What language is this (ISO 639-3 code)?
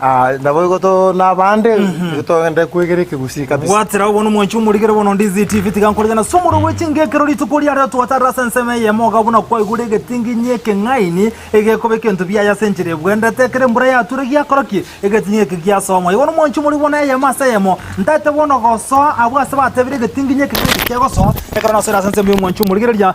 guz